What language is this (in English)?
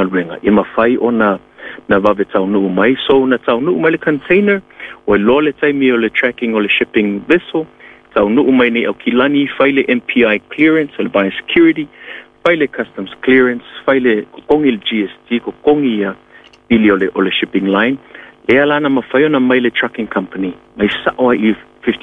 Samoan